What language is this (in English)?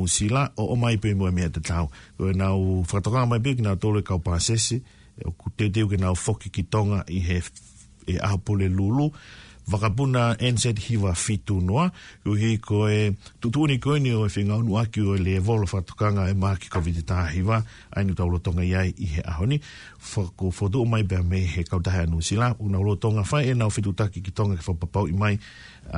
Tongan